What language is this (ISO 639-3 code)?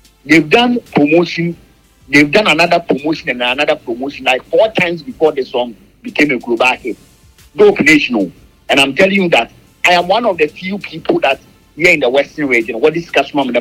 eng